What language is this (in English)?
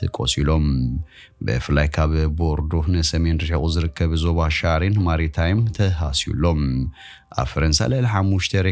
Tigrinya